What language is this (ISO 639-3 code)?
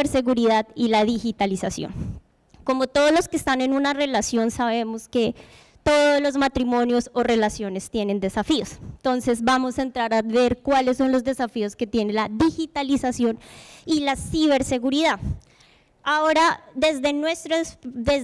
spa